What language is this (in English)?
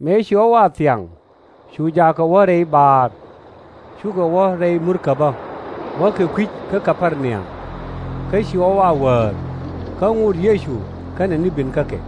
Nuer